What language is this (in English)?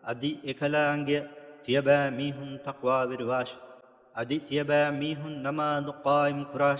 Divehi